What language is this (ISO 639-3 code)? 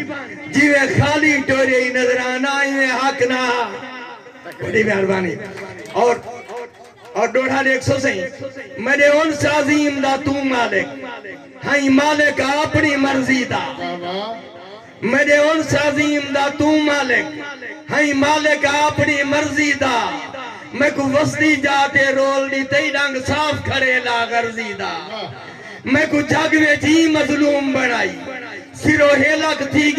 skr